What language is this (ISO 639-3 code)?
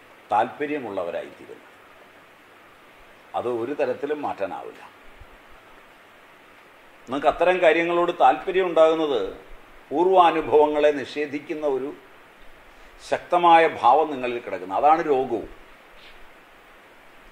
mal